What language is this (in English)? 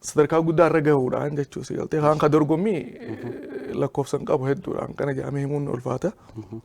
Oromo